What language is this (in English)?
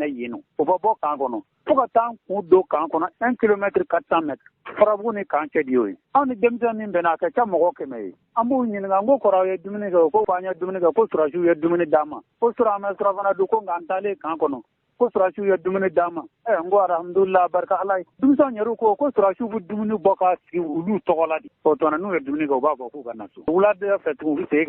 Bambara